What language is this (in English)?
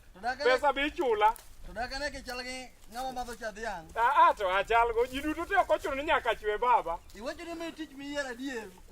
Luo (Kenya and Tanzania)